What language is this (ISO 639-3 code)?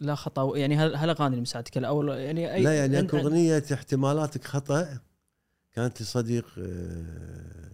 afb